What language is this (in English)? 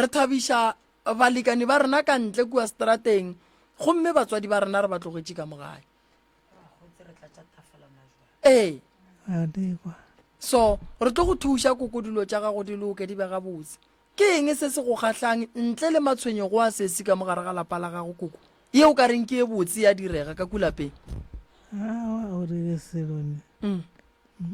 Northern Sotho